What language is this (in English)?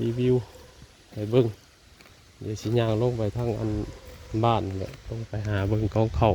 Northeastern Thai